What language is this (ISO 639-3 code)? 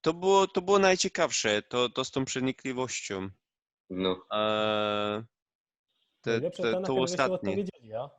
szl